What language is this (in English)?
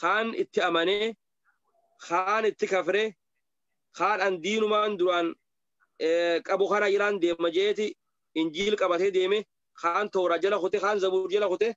Oromo